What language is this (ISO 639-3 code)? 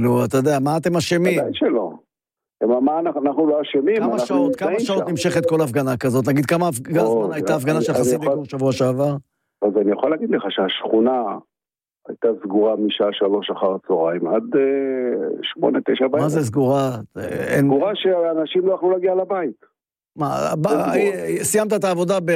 heb